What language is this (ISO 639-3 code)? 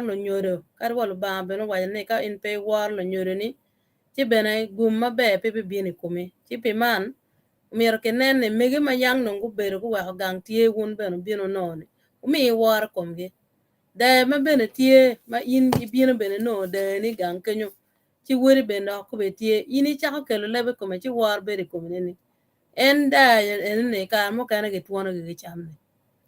ach